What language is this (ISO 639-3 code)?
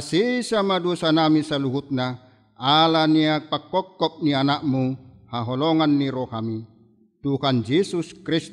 bbc